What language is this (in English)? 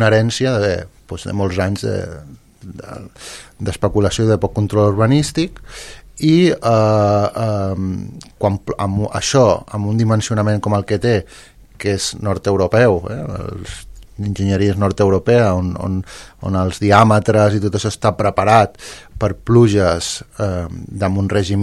Catalan